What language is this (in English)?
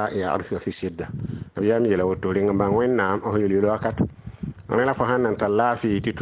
Mossi